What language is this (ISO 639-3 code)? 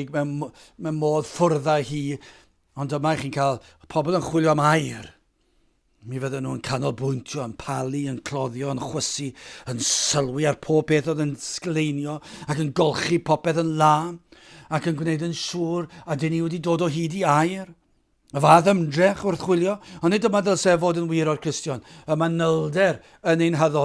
cym